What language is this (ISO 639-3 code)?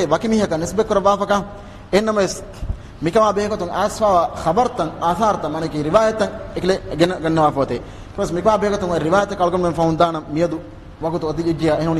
div